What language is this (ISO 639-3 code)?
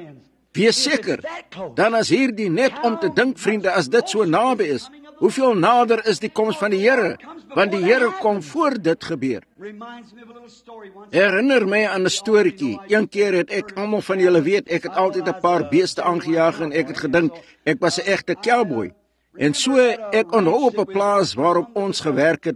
afr